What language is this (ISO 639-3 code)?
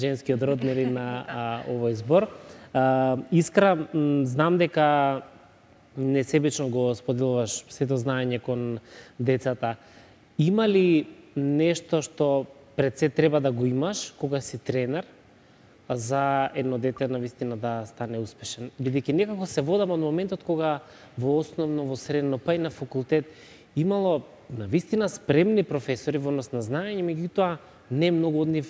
mkd